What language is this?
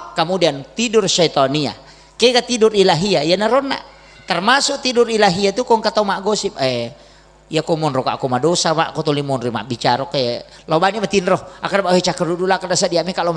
Buginese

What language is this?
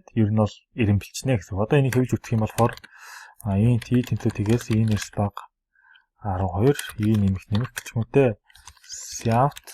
Mongolian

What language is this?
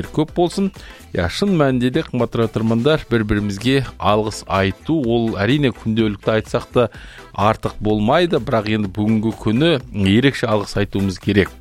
Kazakh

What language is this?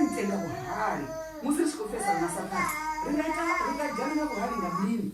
Venda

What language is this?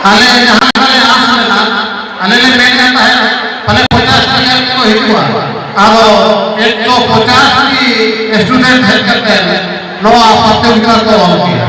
Santali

